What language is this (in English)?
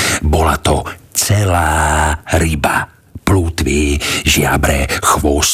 Slovak